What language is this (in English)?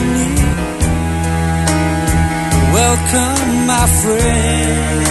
Greek